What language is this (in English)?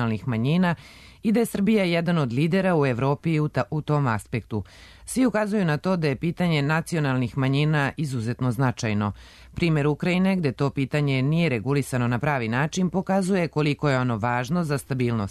Serbian